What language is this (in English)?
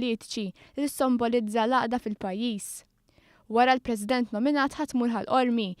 Maltese